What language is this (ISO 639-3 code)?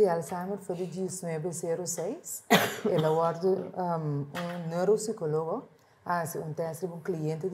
pap